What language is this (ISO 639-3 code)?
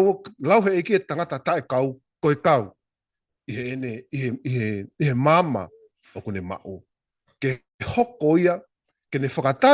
ton